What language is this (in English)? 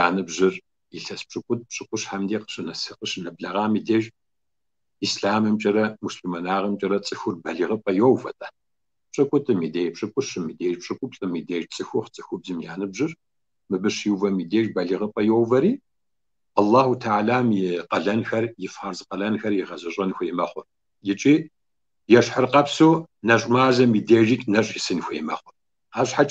Kabardian